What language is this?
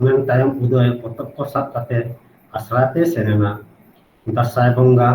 Santali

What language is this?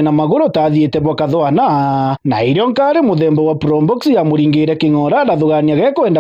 Meru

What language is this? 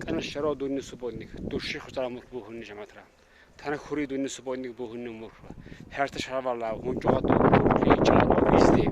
Lak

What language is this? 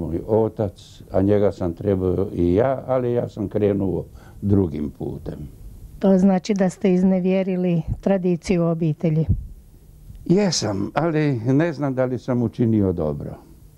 Croatian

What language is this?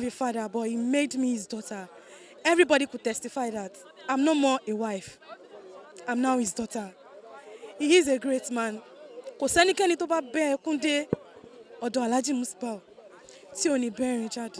Yoruba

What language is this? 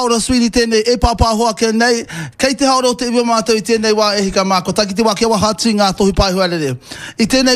Māori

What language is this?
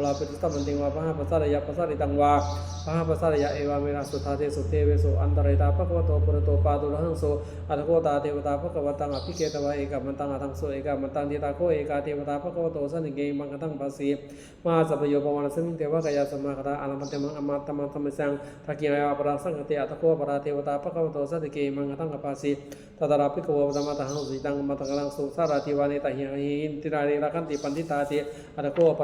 Pali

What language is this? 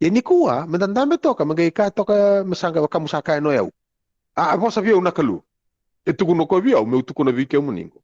Fijian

